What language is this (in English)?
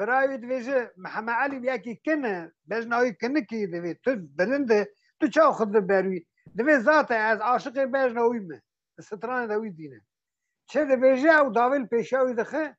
Kurdish